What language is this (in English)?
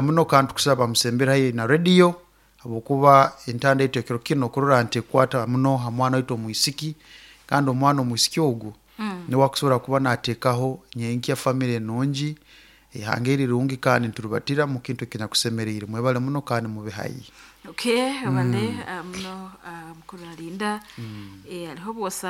Nyoro